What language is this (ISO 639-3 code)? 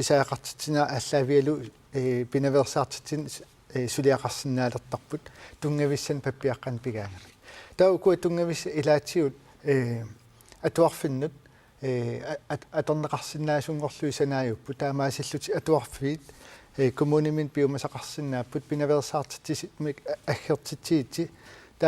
kal